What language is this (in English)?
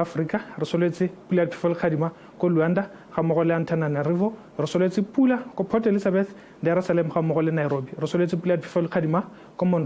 Tswana